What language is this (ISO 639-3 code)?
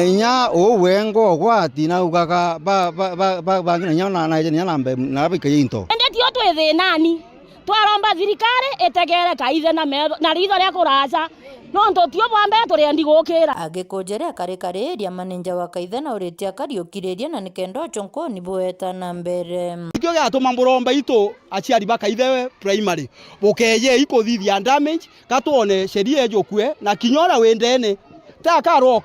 mer